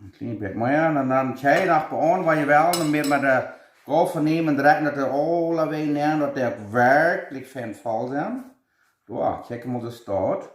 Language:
Plautdietsch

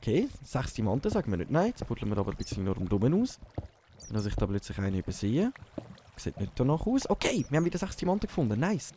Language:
Swiss German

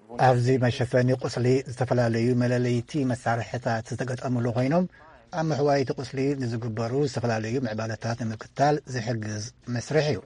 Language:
Tigrinya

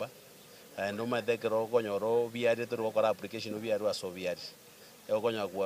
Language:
Gusii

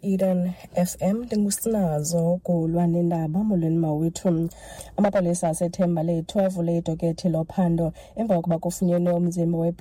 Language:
Xhosa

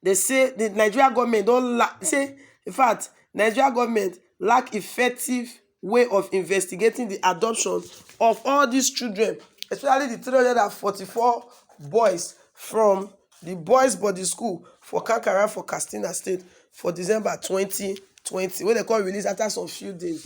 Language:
Nigerian Pidgin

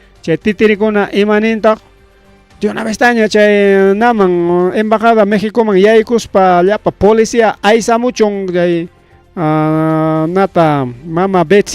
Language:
Ayacucho Quechua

